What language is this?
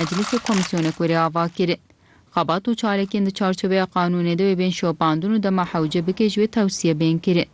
Kurdish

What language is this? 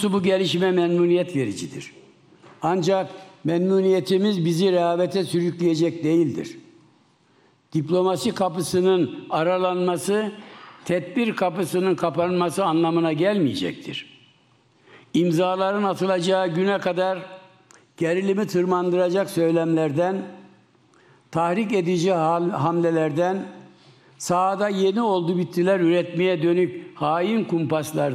Turkish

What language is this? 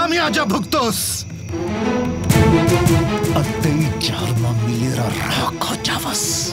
Bhojpuri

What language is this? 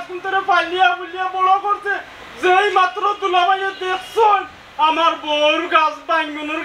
Sylheti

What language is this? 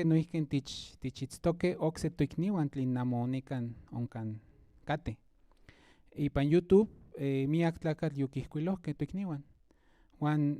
Central Nahuatl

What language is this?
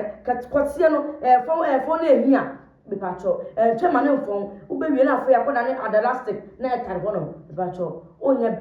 Akan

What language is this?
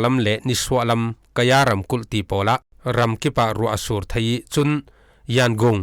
Falam Chin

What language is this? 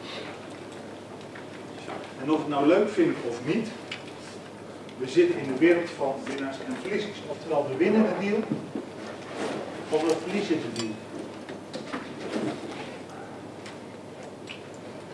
Dutch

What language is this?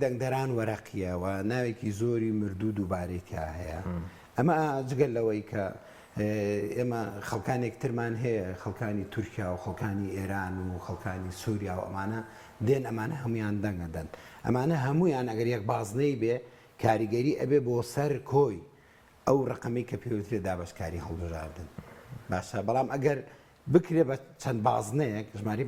Central Kurdish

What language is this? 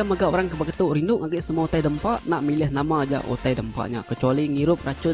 Iban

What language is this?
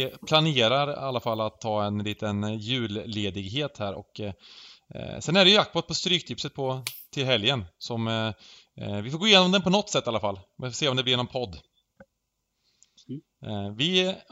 Swedish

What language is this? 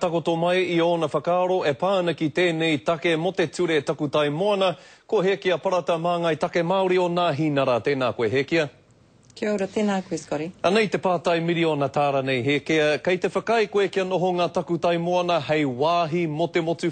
Māori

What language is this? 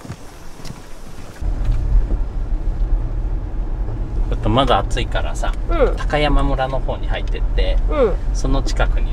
Japanese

